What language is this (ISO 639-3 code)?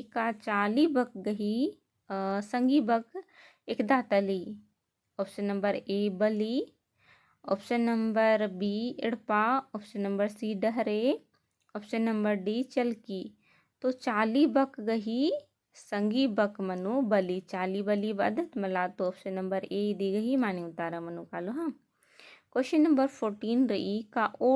kru